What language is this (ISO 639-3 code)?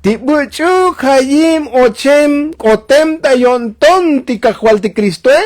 tzo